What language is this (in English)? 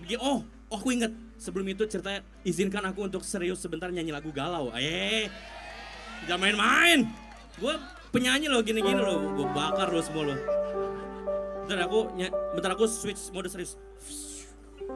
Indonesian